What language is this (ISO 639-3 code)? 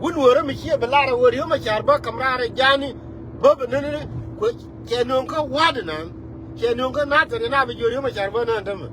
nus